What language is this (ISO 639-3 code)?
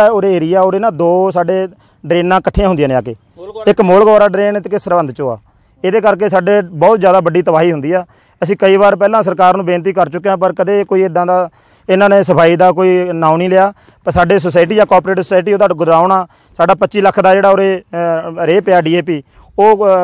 pan